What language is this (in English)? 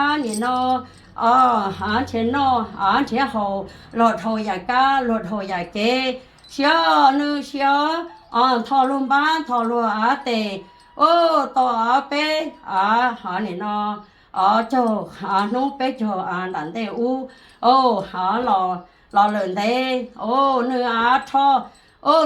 Hmong